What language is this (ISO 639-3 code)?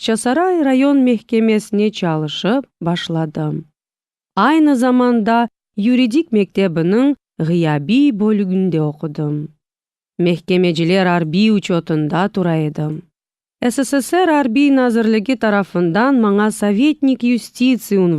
crh